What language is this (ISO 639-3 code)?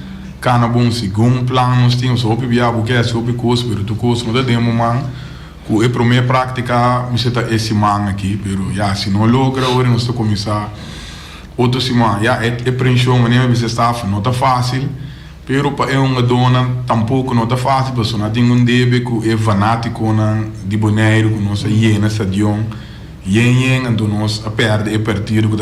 pap